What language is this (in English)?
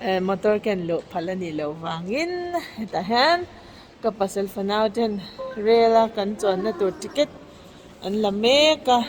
Mizo